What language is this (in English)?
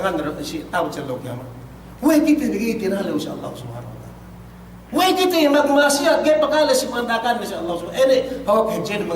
Yakan